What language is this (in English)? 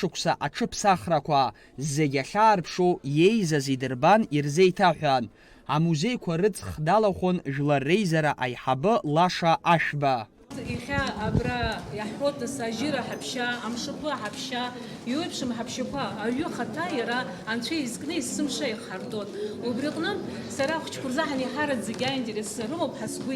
Abkhazian